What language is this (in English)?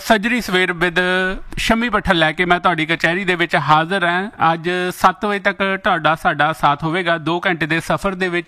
Punjabi